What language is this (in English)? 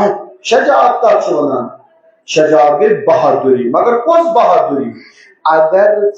Kashmiri